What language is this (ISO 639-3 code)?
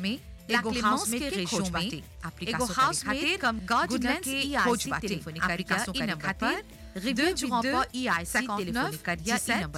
bho